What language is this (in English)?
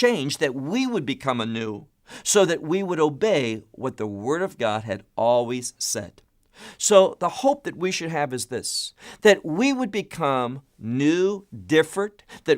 English